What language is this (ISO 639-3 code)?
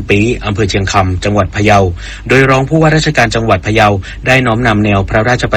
tha